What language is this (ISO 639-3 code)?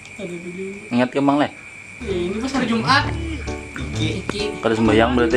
bjn